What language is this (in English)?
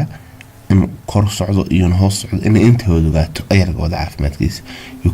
Somali